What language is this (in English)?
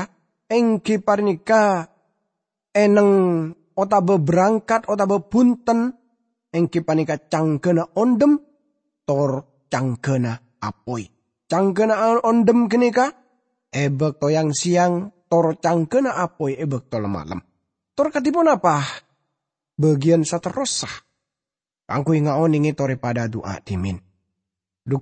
Madurese